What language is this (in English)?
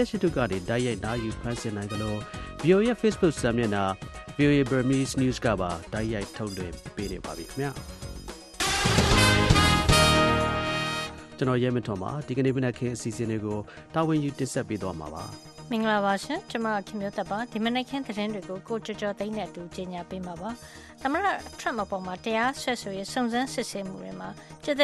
Burmese